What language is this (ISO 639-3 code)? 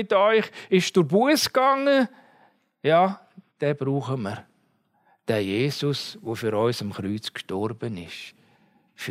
deu